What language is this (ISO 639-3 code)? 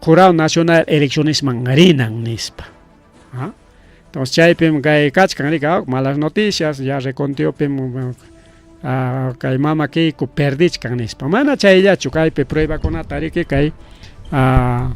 quy